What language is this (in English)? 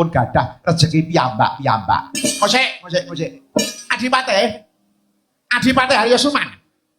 Javanese